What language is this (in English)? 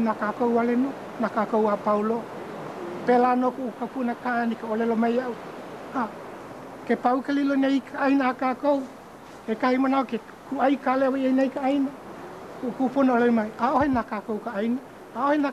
Hawaiian